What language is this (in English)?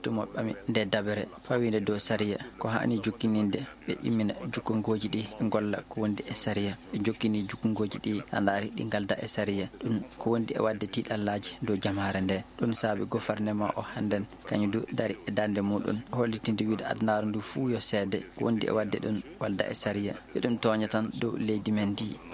Maasina Fulfulde